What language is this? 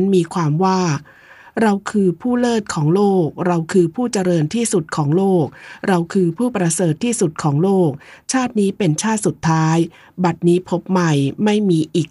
Thai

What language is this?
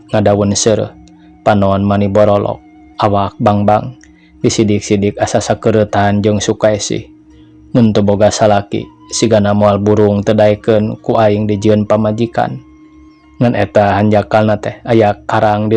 Sundanese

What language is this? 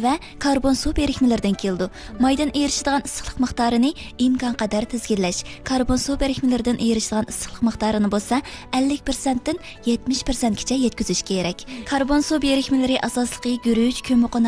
Uyghur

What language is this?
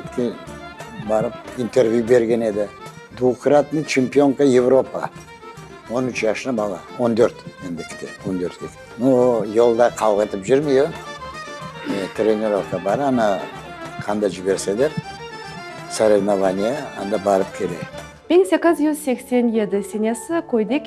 Crimean Tatar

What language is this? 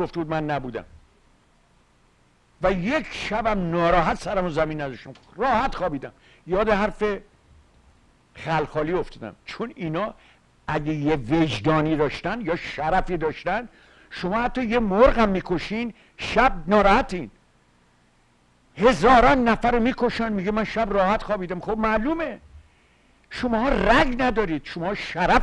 Persian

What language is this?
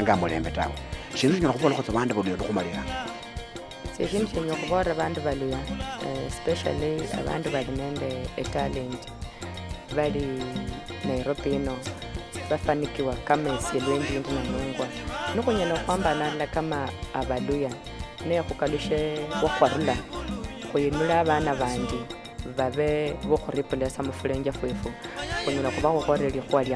Luyia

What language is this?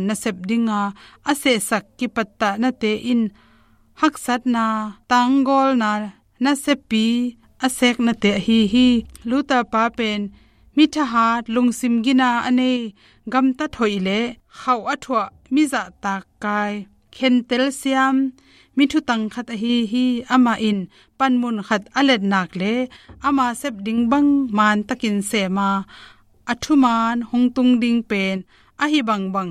Tedim Chin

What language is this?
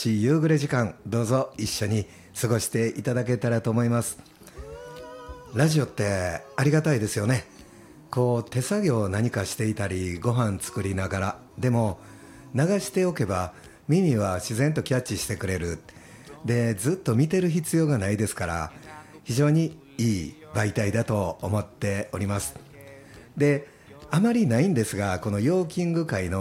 Japanese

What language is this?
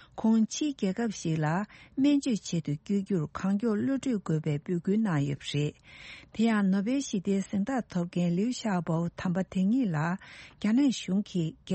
Tibetan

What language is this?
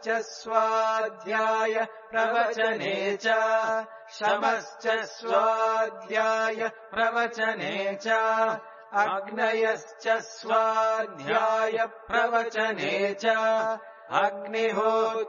Sanskrit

